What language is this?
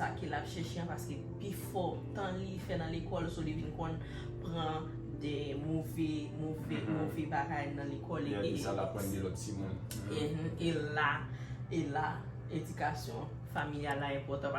Haitian Creole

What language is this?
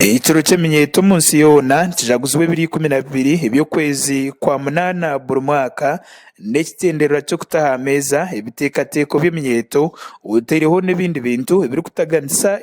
Nyankole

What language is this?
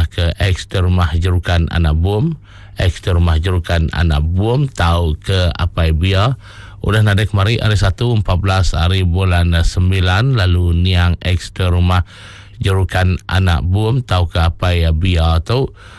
Iban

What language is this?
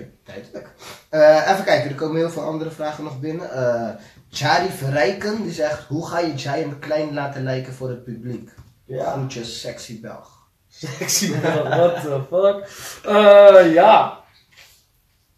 Dutch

